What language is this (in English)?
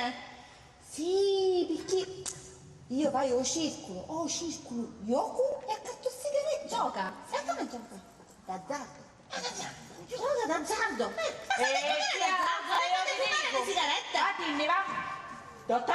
Sicilian